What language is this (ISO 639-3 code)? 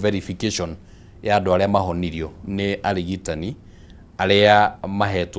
kik